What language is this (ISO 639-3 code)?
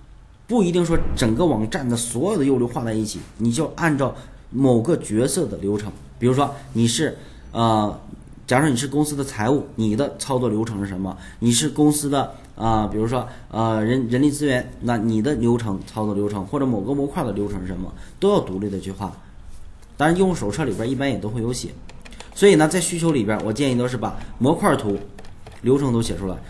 zho